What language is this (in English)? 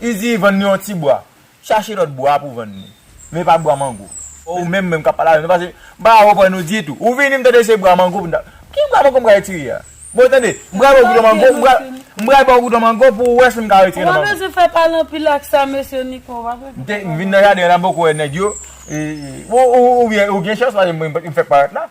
Haitian Creole